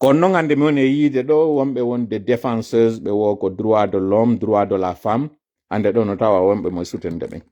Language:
Pular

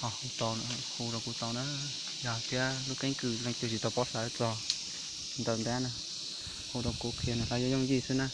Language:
Hmong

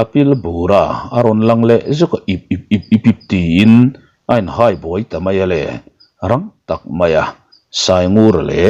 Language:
Mizo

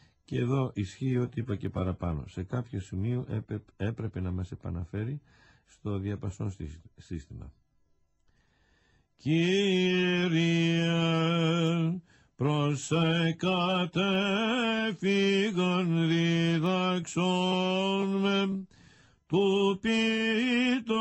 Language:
Greek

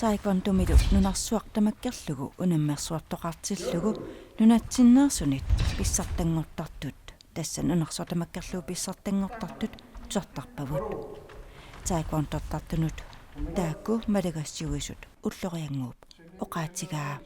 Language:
Kalaallisut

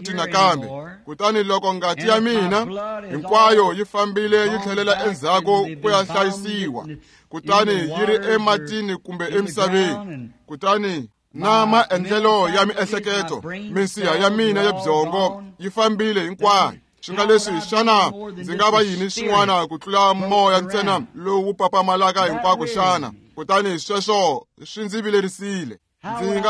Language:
Tsonga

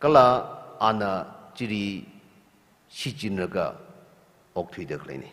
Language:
Tangkhul Naga (India)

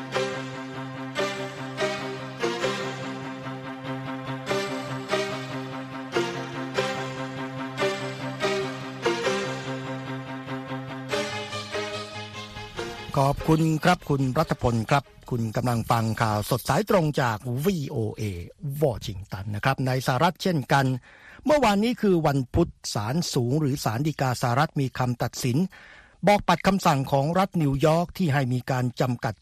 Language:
Thai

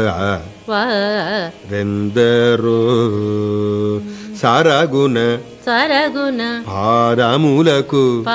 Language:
Telugu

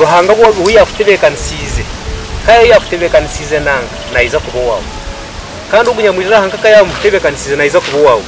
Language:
Nyankole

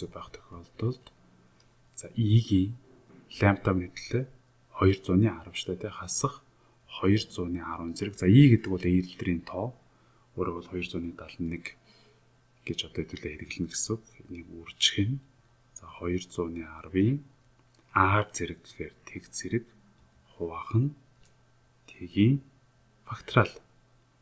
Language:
Mongolian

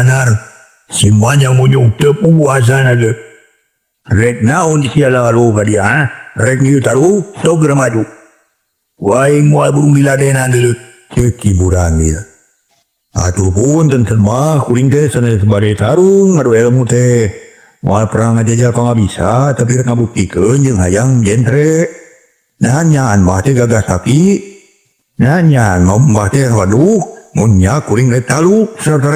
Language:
Sundanese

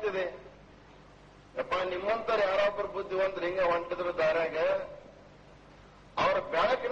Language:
Kannada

